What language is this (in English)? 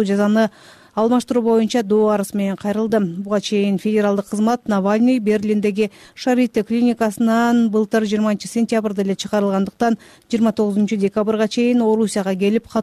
Kyrgyz